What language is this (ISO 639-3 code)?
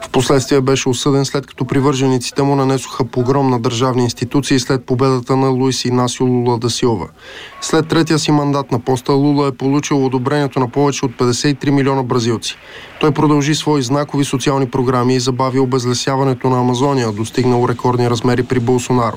bul